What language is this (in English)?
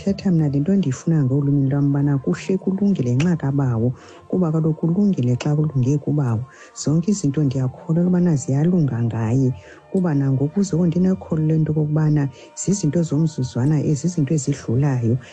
Xhosa